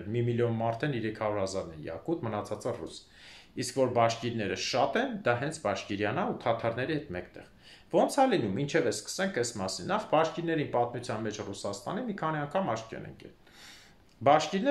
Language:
Armenian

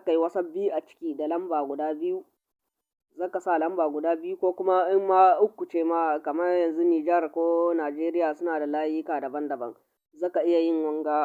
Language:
Hausa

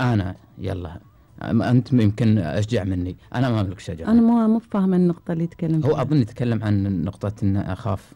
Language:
Gulf Arabic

